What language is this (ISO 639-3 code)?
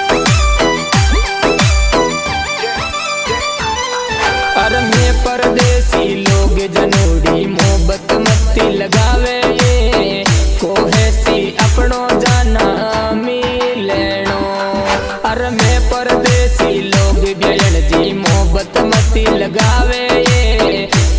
bho